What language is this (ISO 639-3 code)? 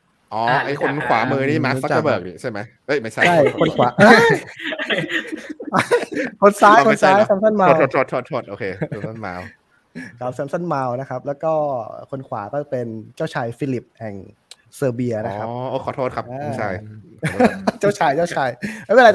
tha